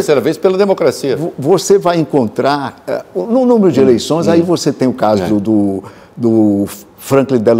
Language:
Portuguese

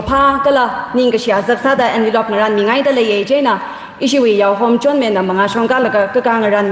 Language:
Tangkhul Naga (India)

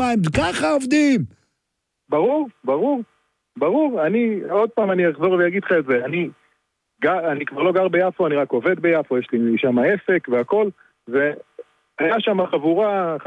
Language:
Hebrew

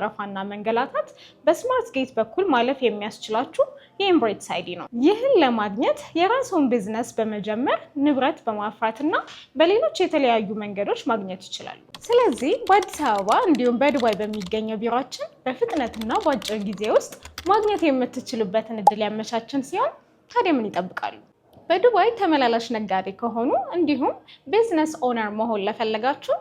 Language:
Amharic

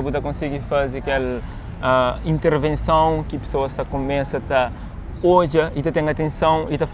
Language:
Kabuverdianu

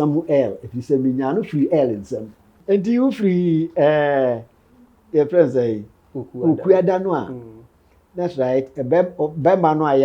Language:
Akan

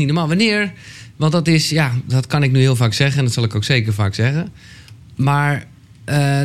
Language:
Dutch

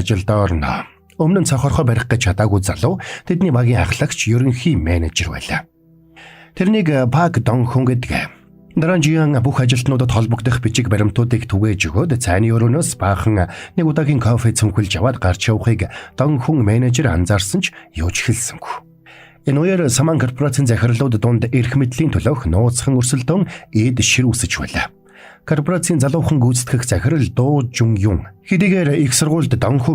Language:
Mongolian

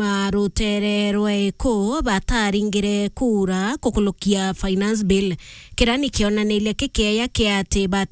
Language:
Meru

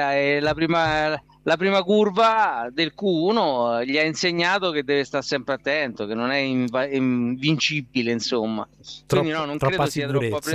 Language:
Italian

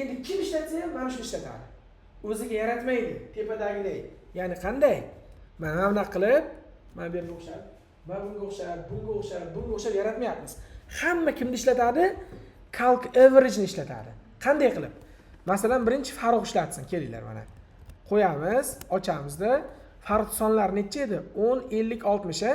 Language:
Uzbek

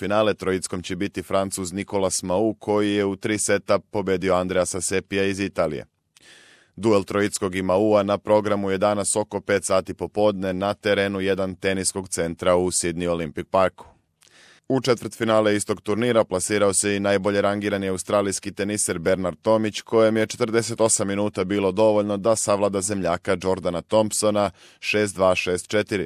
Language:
Serbian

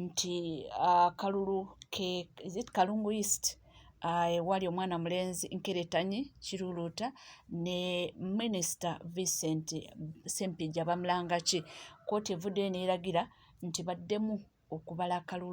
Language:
Ganda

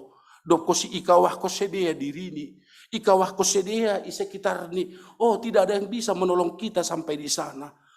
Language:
Batak Simalungun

